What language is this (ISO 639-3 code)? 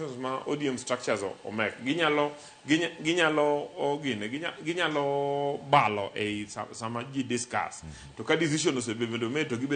luo